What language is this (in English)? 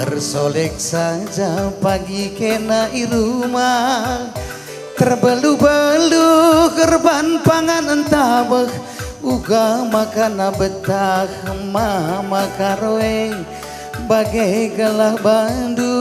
Batak Karo